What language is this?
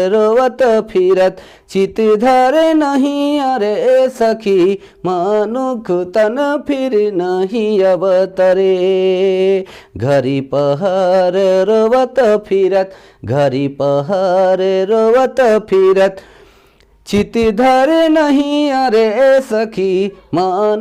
Sadri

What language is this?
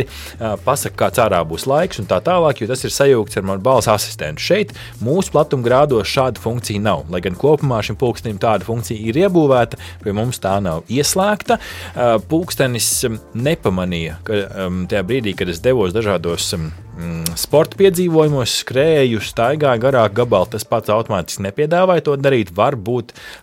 Latvian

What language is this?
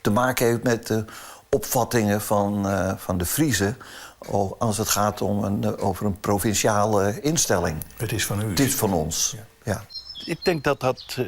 Western Frisian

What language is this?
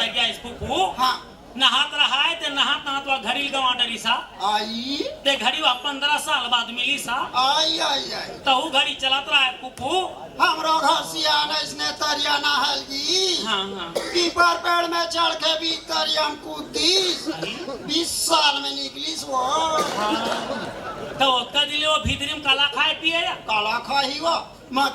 Chhattisgarhi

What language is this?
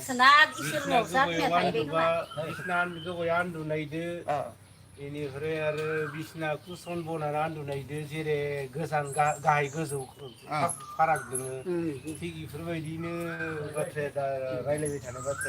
Bodo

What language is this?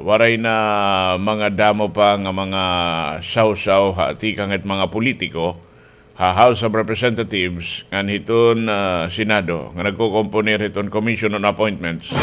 Waray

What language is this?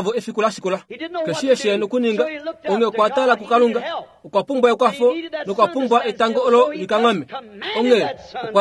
Kuanyama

